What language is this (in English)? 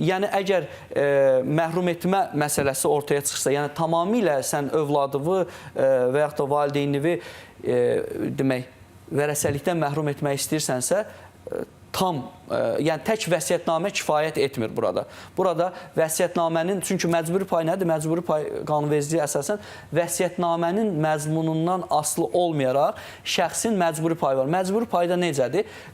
Azerbaijani